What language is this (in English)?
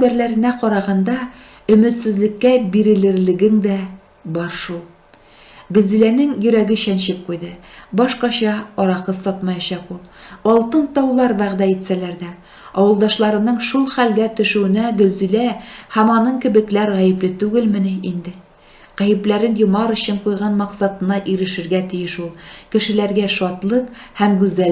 Tatar